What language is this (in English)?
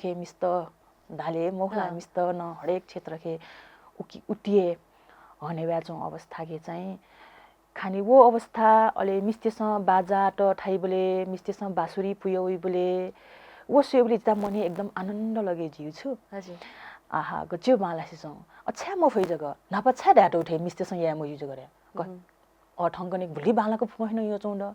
Newari